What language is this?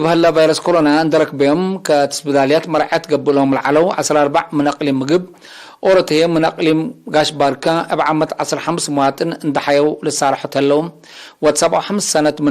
Tigre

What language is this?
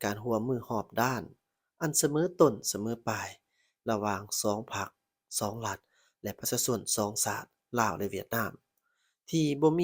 Lao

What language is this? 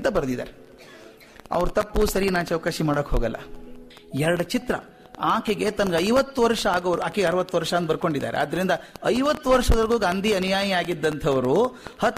Kannada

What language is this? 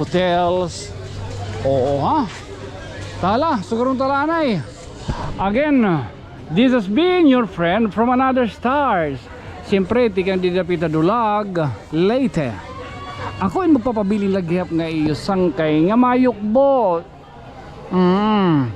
Waray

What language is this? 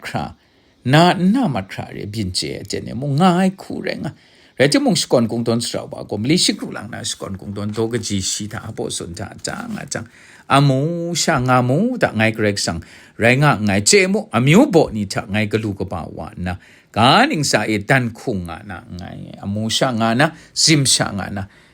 Kachin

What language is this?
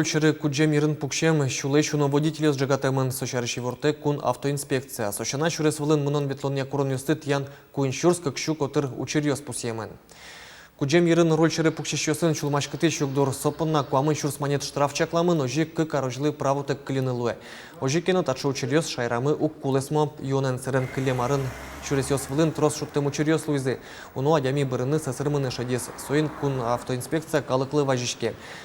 Udmurt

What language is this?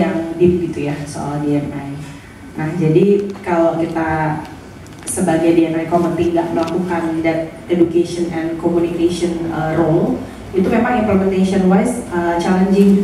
Indonesian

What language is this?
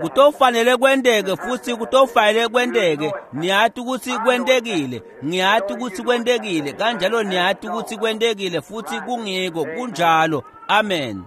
Swati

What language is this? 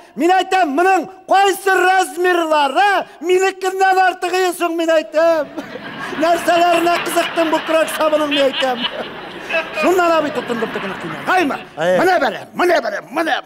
Tatar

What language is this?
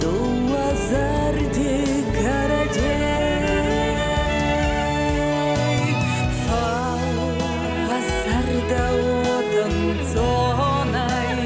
Ossetic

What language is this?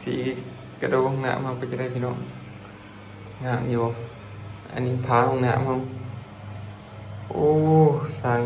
Lao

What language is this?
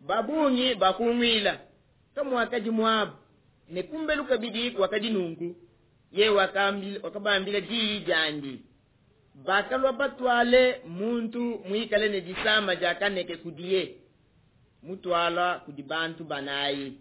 Luba-Lulua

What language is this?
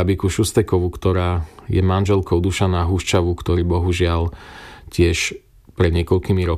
Slovak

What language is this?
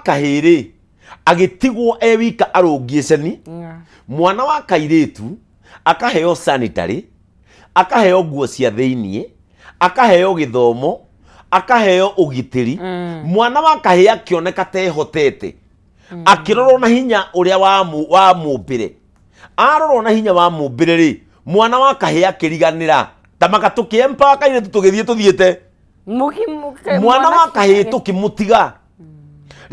Kikuyu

